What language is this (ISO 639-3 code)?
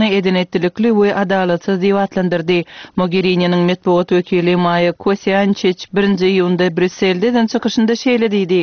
tuk